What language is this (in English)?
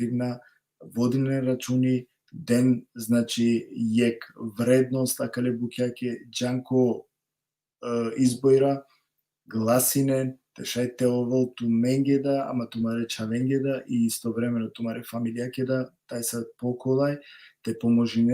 Balkan Romani